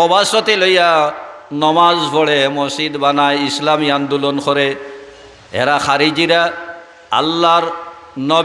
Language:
Sylheti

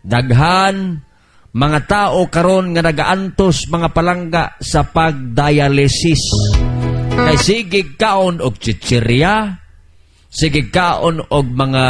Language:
Cebuano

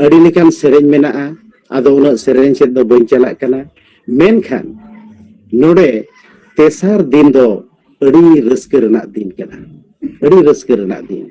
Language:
Santali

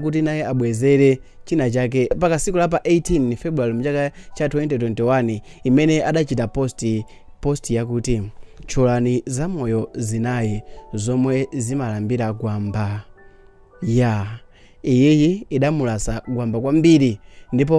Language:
Nyanja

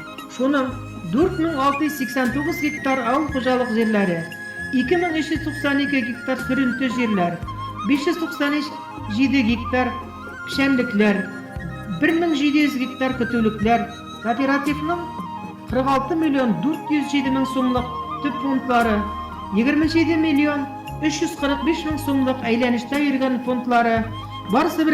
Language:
Bashkir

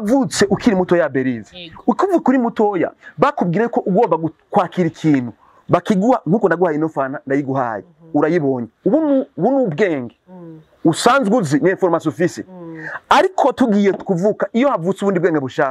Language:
Rundi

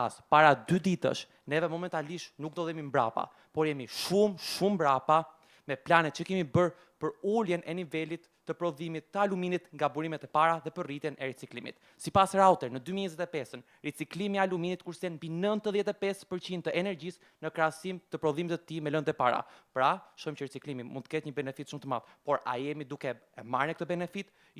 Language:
Albanian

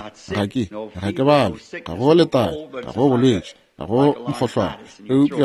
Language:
Northern Sotho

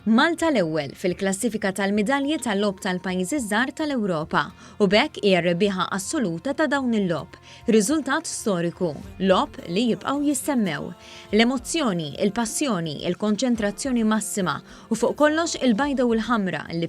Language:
Maltese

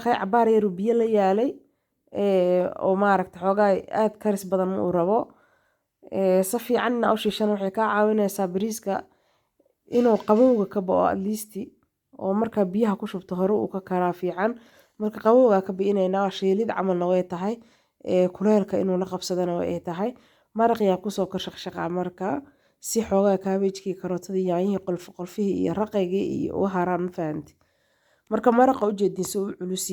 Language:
Somali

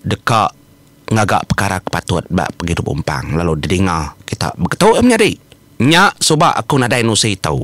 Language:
Iban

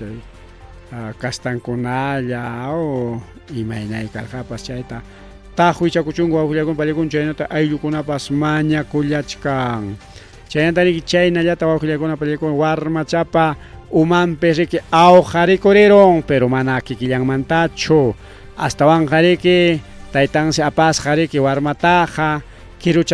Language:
Ayacucho Quechua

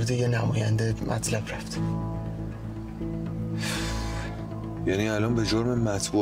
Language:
Persian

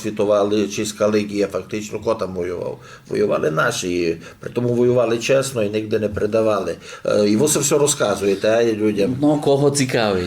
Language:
Rusyn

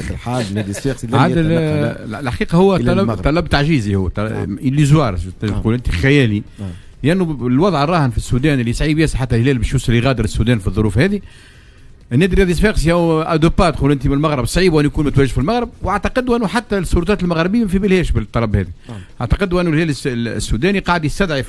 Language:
Tunisian Arabic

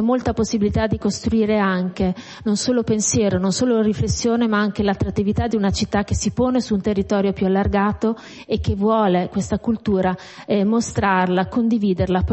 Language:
Italian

